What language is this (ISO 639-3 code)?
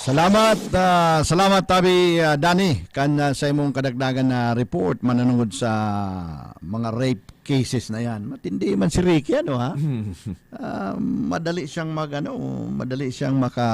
bik